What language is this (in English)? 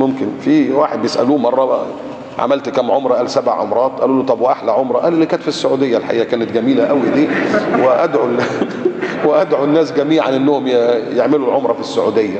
Egyptian Arabic